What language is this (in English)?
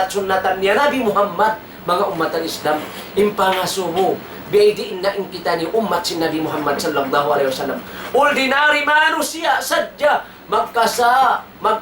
Tausug